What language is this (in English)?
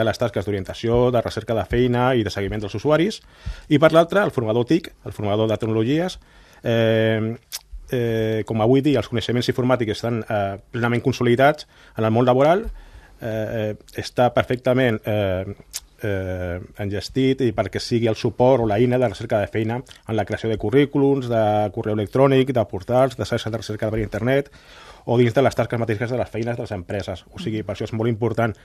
Catalan